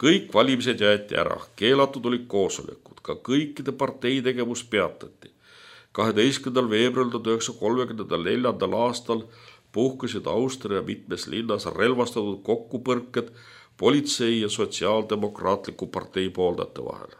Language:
Estonian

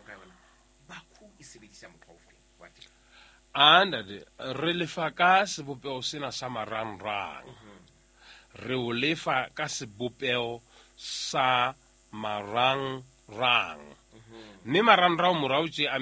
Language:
Southern Sotho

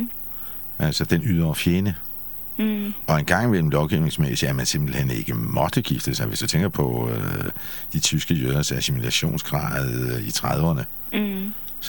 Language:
Danish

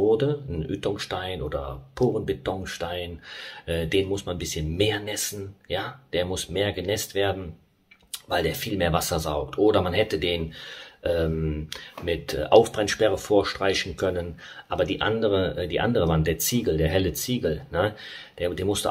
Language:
German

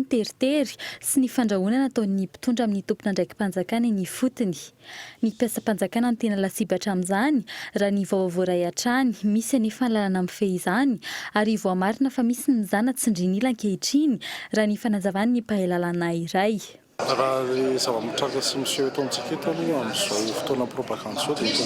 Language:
Malagasy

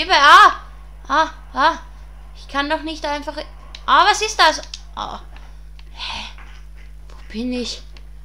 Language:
German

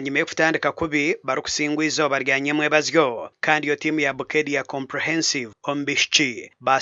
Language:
Nyankole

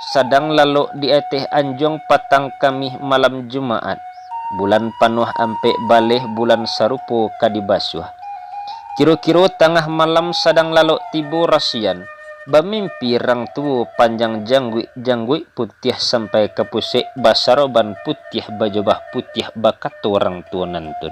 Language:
Minangkabau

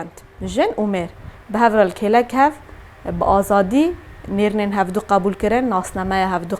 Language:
Kurdish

